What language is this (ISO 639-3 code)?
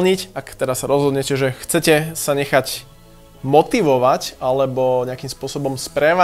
slk